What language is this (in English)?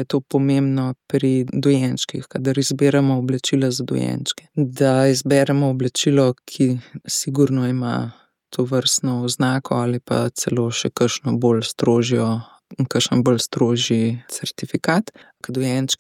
Slovenian